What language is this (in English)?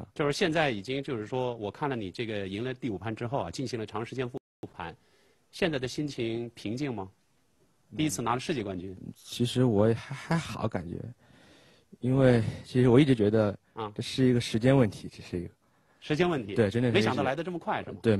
Chinese